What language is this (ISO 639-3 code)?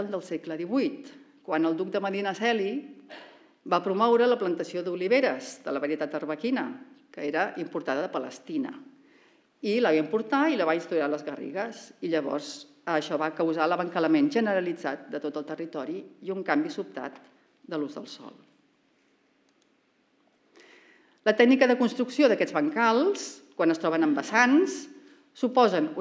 cat